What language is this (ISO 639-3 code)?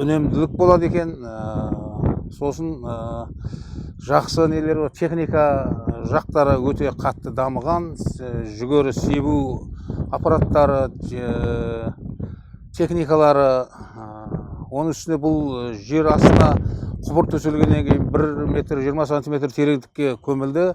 kaz